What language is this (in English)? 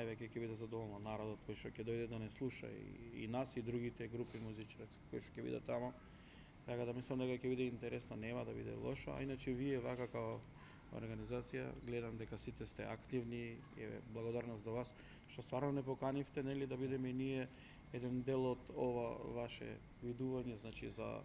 Macedonian